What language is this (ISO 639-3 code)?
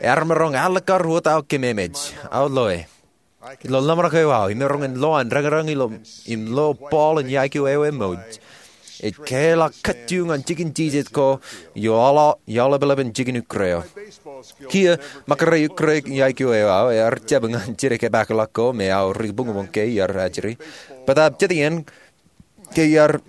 mah